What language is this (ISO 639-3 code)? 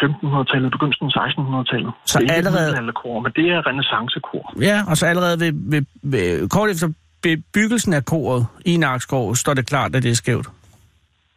dan